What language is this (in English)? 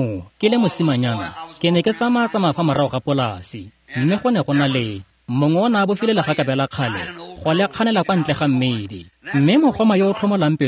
Tswana